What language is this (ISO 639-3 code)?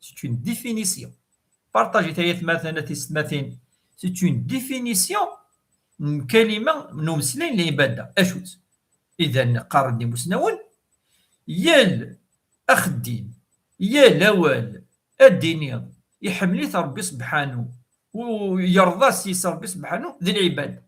kab